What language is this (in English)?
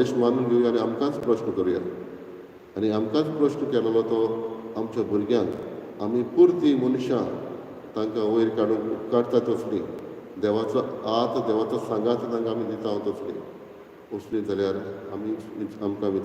Konkani